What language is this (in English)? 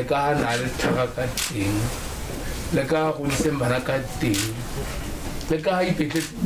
Tswana